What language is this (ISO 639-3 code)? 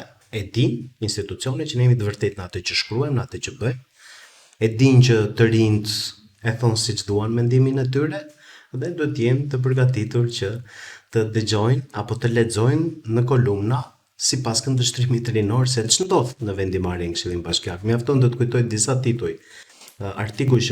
sqi